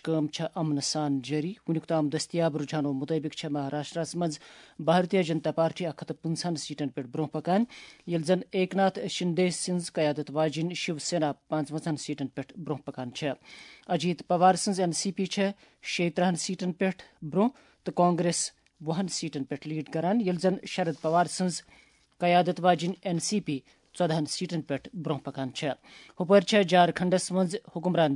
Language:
Kashmiri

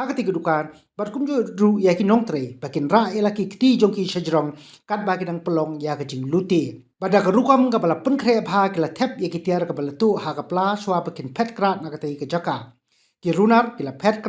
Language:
Khasi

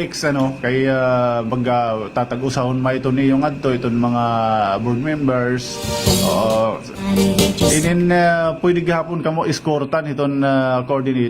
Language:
Waray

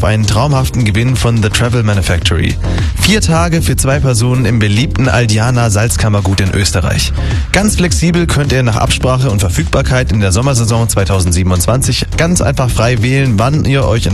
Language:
German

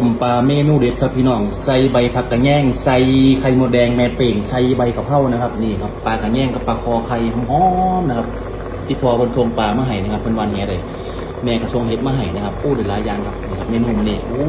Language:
Northeastern Thai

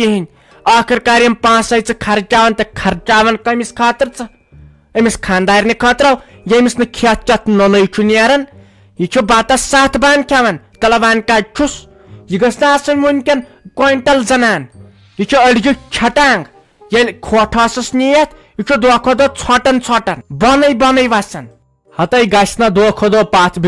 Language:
Kashmiri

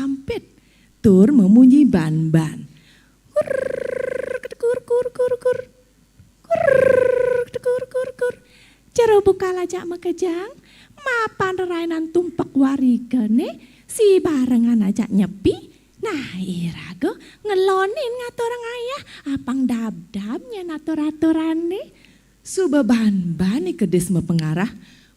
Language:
Balinese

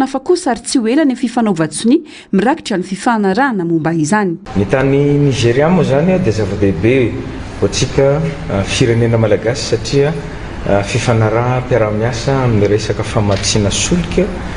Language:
Malagasy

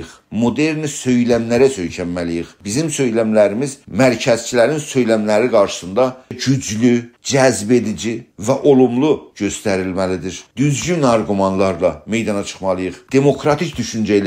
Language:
South Azerbaijani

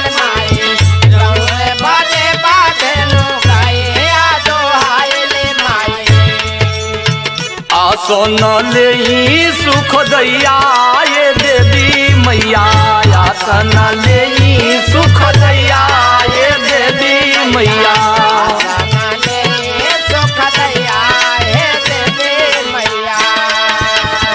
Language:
Bhojpuri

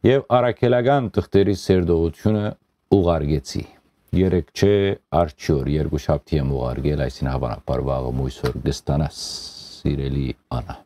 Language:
Western Armenian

